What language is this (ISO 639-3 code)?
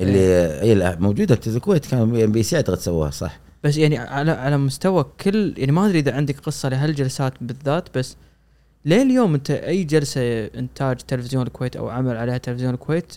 afb